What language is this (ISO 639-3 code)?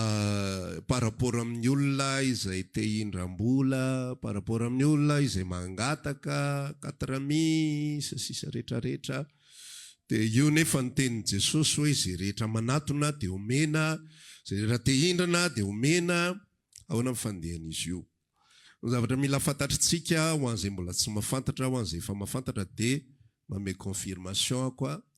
mlg